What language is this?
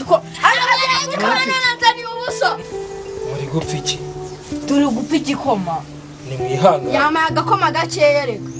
Kinyarwanda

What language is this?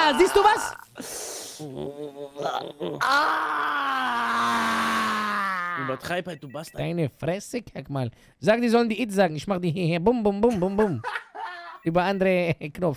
German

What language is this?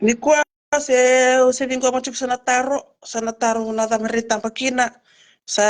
Fijian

